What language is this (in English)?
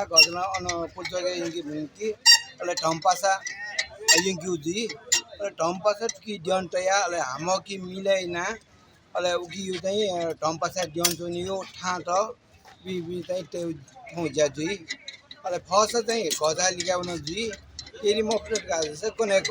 Newari